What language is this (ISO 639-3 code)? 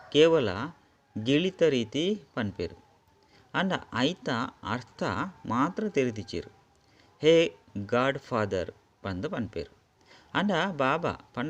tcy